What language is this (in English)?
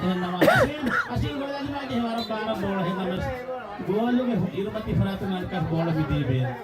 Divehi